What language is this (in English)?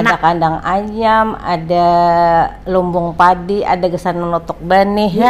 Banjar